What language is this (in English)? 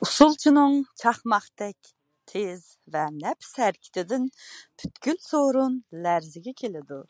Uyghur